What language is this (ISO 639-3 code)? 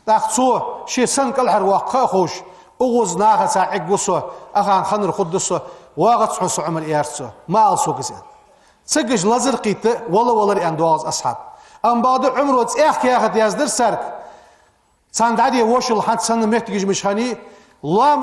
inh